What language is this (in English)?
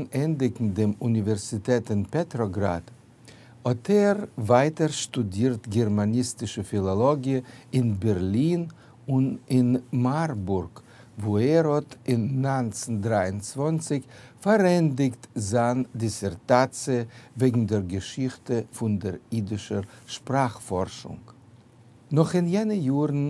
Yiddish